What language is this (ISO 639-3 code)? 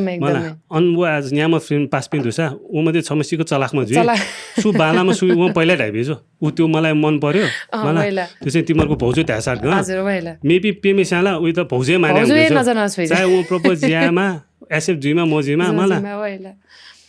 new